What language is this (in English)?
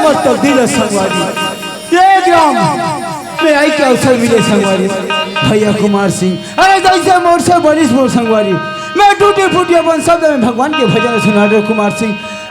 Chhattisgarhi